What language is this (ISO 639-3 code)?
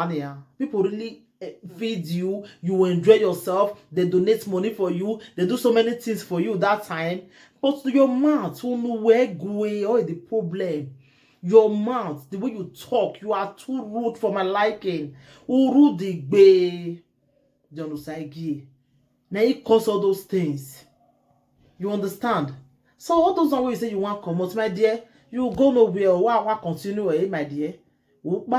pcm